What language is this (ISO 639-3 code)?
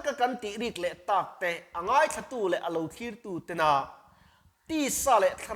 lus